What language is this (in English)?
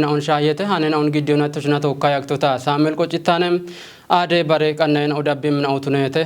Kafa